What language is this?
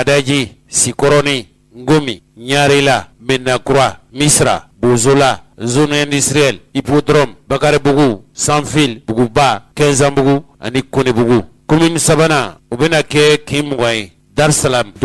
Bambara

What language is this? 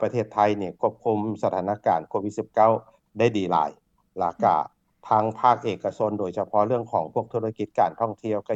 Lao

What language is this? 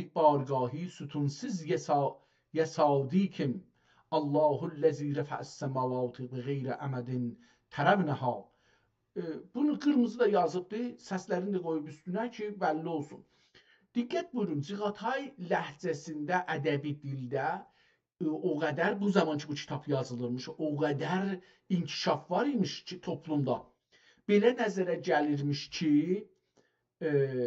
South Azerbaijani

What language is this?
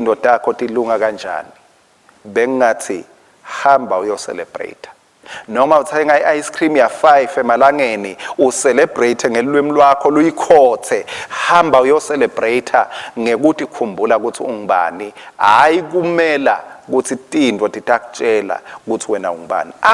Swati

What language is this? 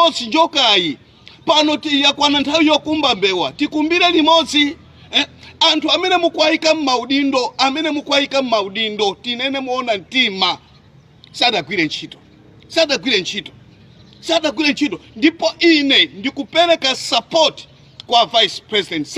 Nyanja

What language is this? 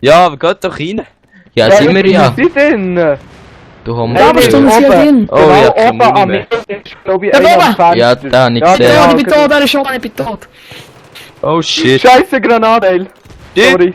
Swiss German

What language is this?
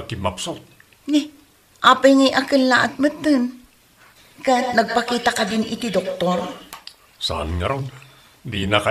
Iloko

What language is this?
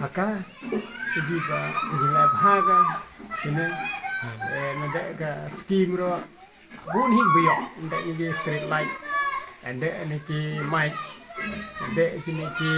Khasi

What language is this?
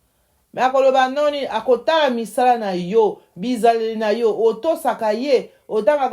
Lingala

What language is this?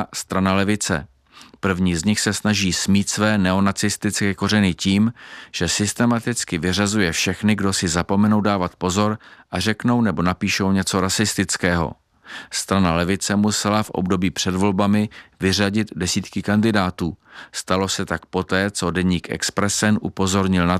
Czech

